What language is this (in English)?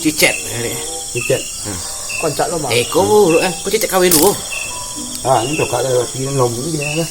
Minangkabau